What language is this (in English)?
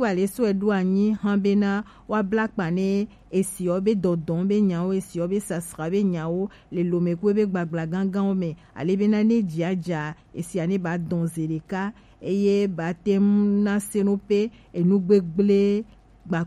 Gen